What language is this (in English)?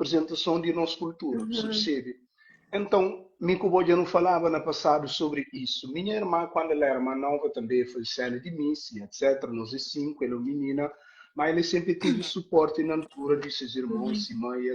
Kabuverdianu